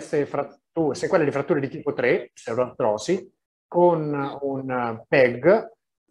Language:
Italian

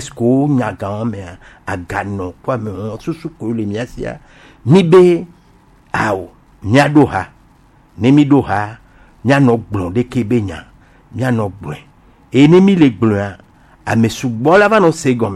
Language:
Gen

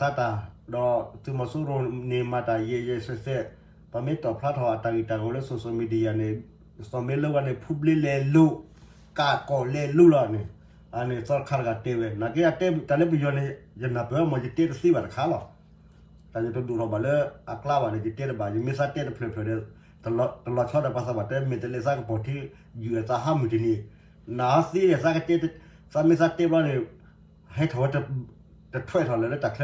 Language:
S'gaw Karen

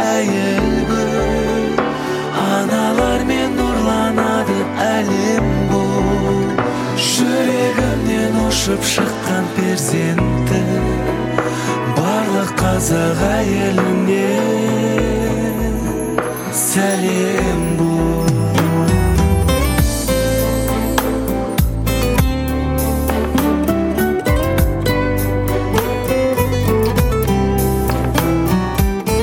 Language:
Kazakh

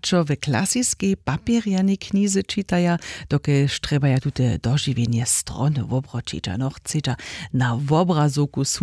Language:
Upper Sorbian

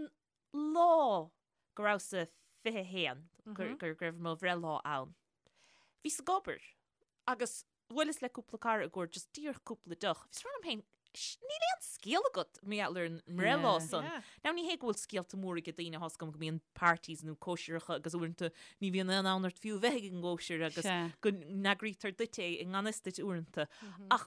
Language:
Irish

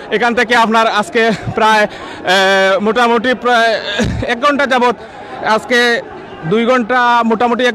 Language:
Sylheti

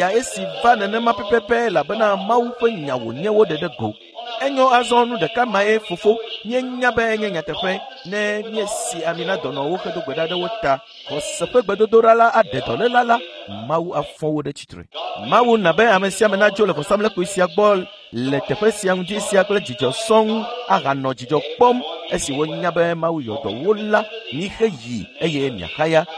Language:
Ewe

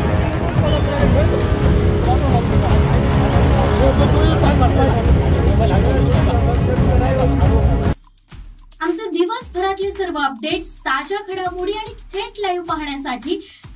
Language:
Marathi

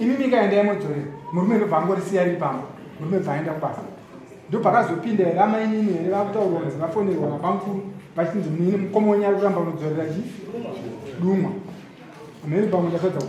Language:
Shona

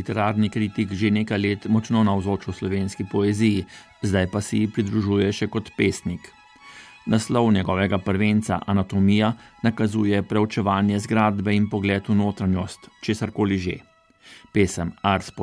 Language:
Slovenian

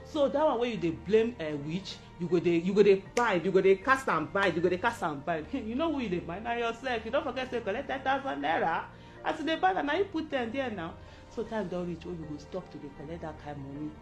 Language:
Nigerian Pidgin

